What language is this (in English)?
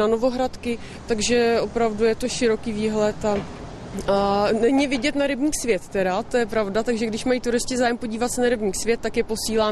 Czech